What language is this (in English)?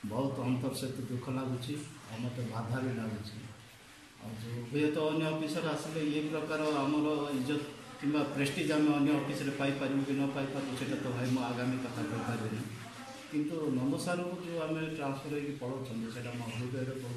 Odia